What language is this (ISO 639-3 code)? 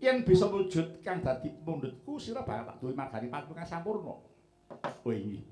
jav